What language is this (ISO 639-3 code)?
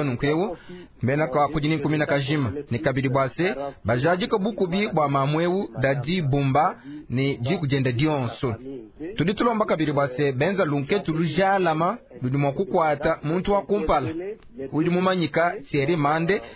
lua